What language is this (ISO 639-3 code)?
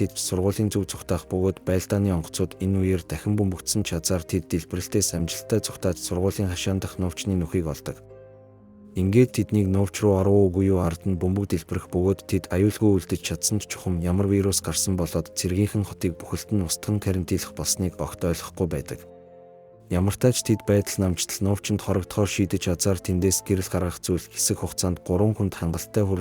mon